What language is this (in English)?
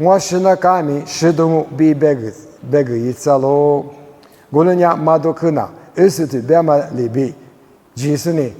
Lisu